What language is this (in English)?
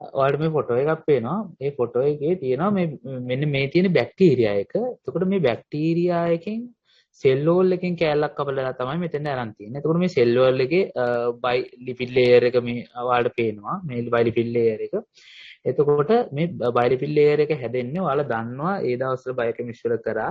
Sinhala